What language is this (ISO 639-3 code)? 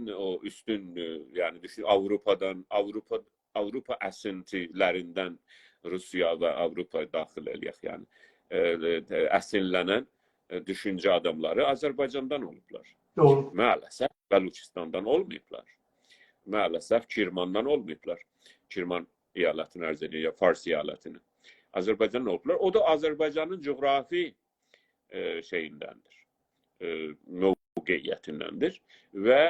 azb